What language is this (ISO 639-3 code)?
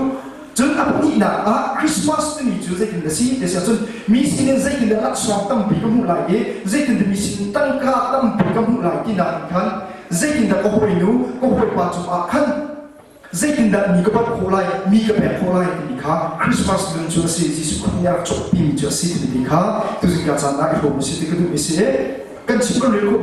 cnh